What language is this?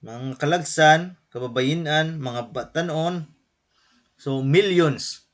Waray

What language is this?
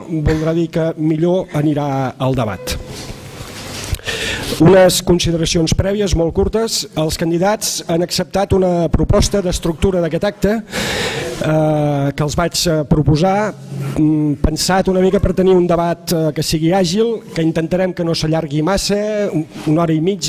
Catalan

